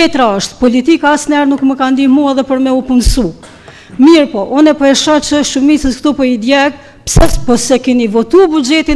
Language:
Albanian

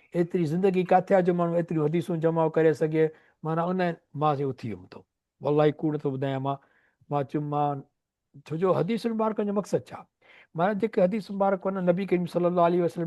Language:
Sindhi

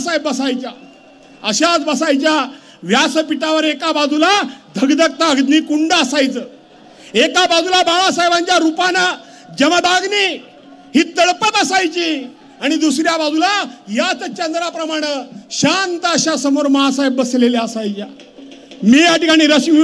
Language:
Marathi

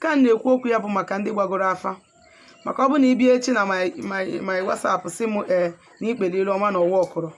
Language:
Igbo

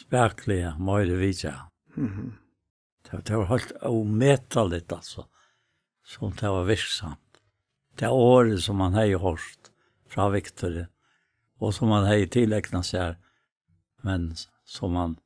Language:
Faroese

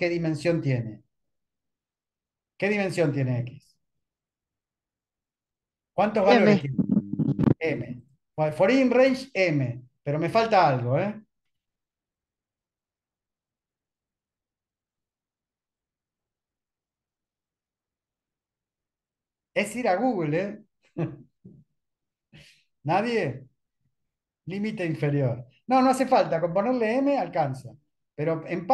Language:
Spanish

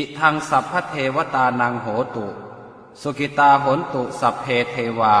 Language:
Pali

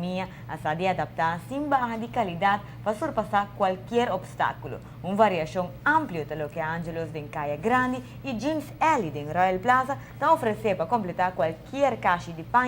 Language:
Papiamento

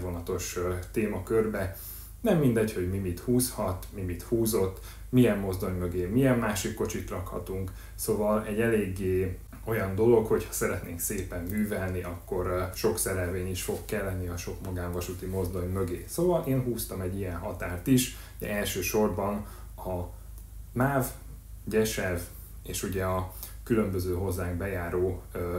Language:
Hungarian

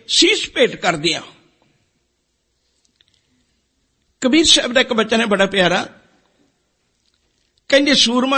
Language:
Punjabi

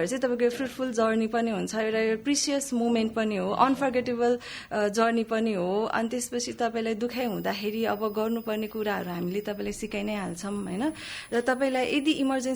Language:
Nepali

